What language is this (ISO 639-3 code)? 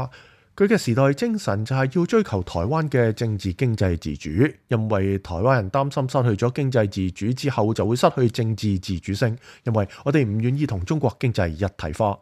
yue